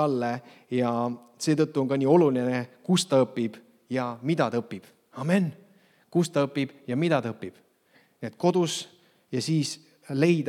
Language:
Estonian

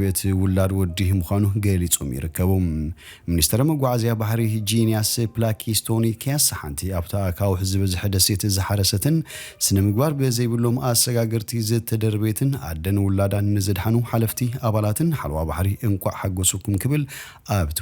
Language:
Tigrinya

